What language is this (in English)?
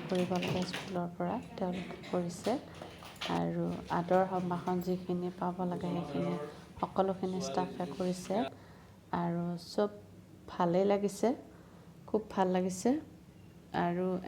Assamese